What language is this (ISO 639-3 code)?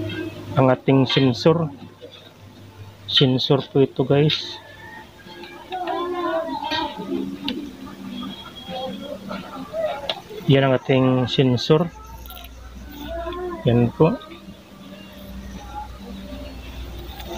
fil